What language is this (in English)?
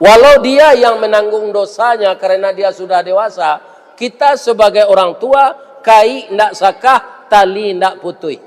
Minangkabau